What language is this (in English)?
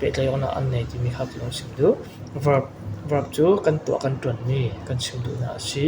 Falam Chin